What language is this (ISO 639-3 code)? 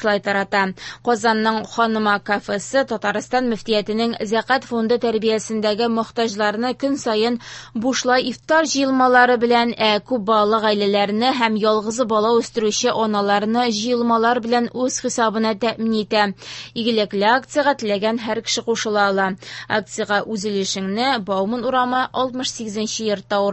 tat